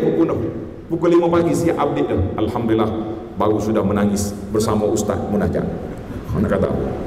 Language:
Malay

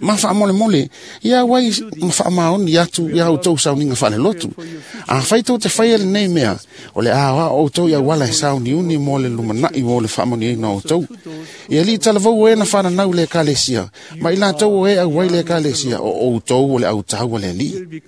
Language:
Samoan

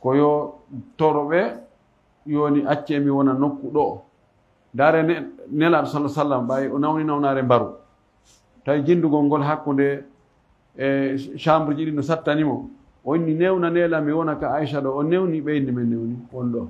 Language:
Fula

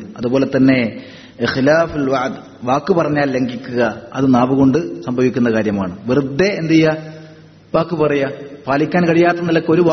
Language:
Malayalam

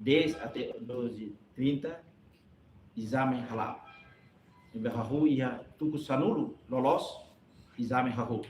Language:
Tetum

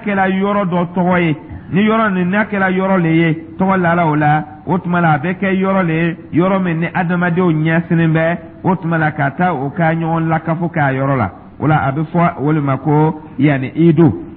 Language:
Dyula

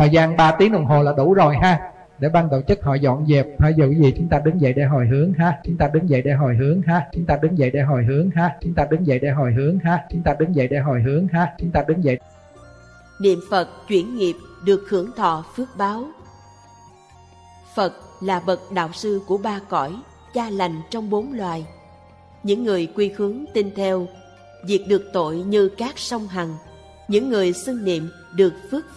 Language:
Vietnamese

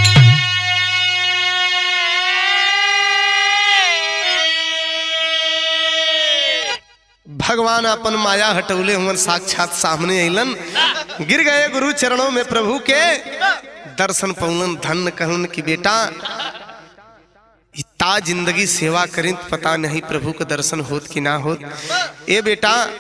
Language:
Bhojpuri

